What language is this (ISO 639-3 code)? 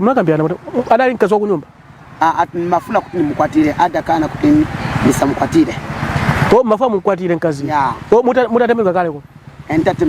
nya